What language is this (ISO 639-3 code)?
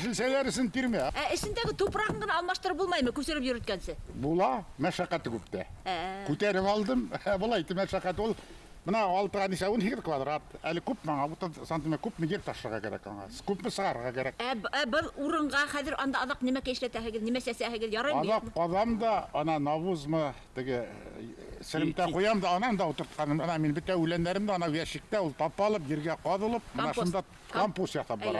bak